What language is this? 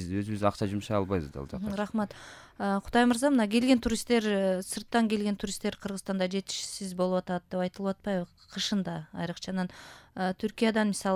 Kyrgyz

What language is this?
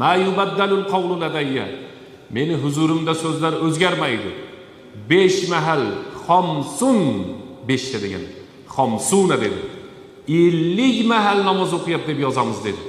Uzbek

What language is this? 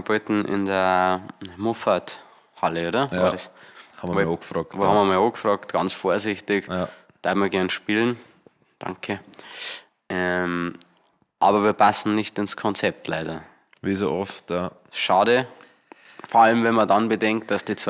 Bavarian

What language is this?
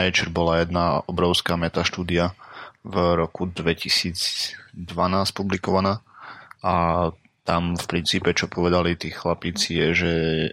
Slovak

